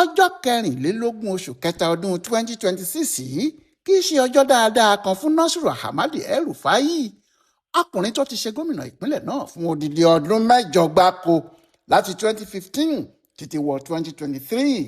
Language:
Yoruba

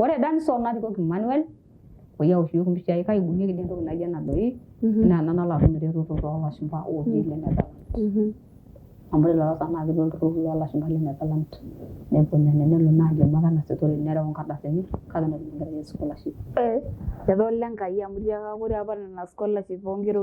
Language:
Masai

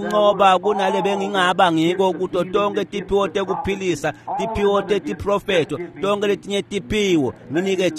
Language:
Swati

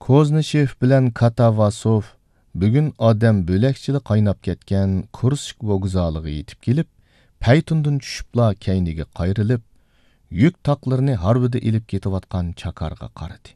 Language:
Uyghur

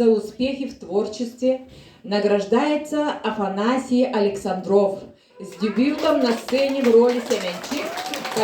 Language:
Yakut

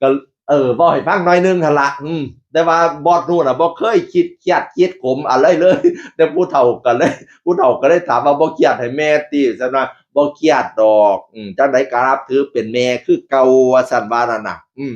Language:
Northeastern Thai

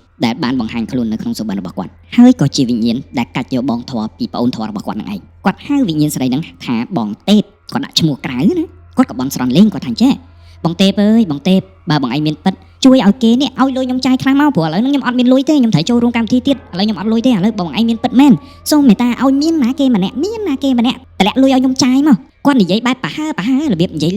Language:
Khmer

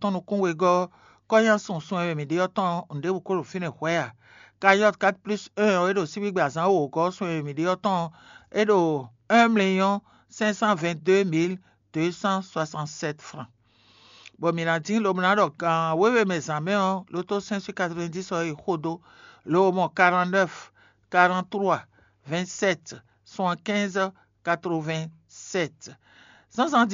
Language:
Fon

